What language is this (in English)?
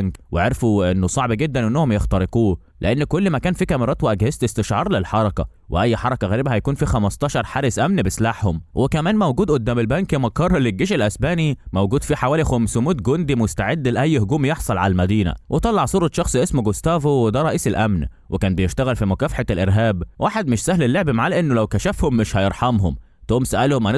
Egyptian Arabic